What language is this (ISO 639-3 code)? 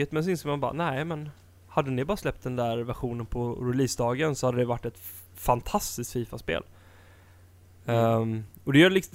swe